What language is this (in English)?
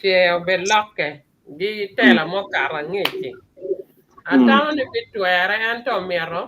Acoli